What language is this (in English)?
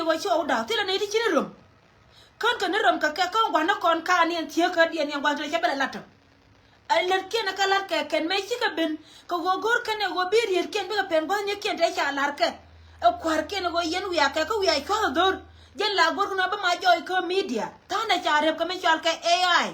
Nuer